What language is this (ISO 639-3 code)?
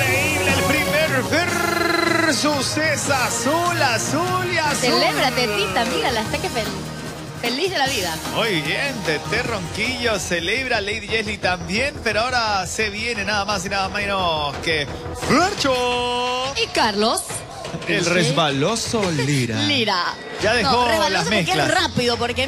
spa